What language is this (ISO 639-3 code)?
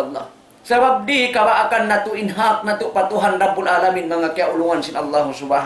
tsg